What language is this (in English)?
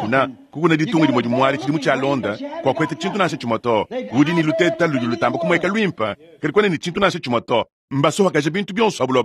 Luba-Lulua